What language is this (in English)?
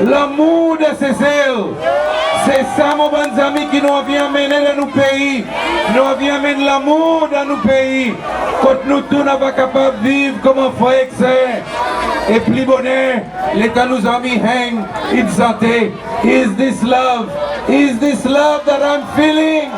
Seselwa Creole French